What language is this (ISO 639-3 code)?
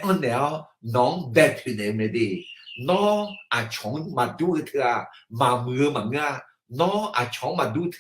ahk